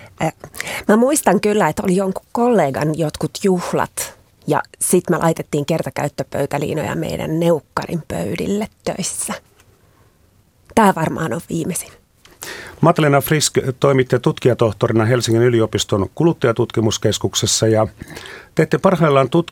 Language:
Finnish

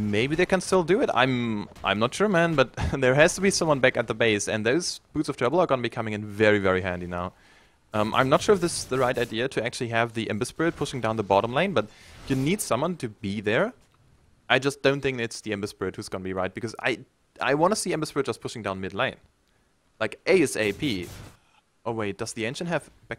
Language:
English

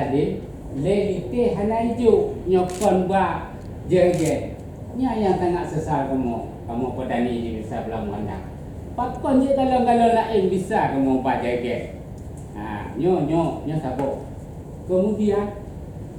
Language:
Achinese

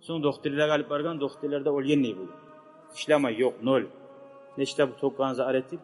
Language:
Kumyk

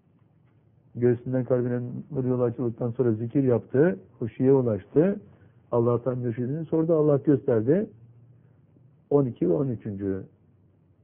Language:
Turkish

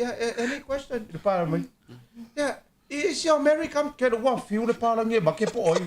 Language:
Samoan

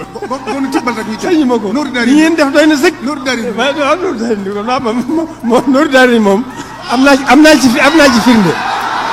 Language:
Wolof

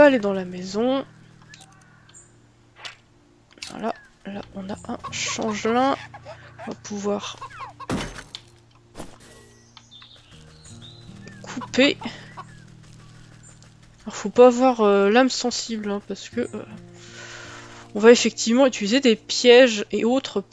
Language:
French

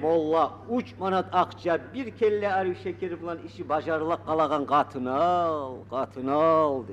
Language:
Kumyk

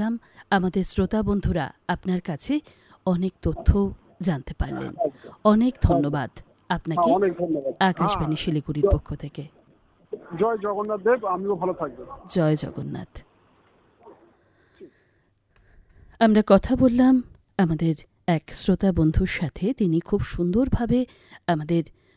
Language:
Bangla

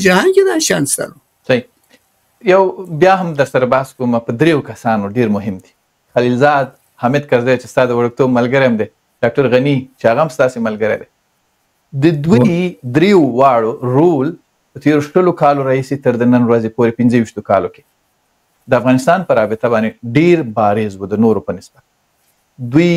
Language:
Pashto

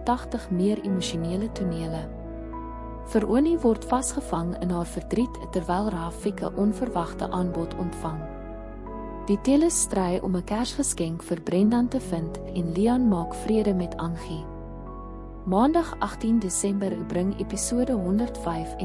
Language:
Afrikaans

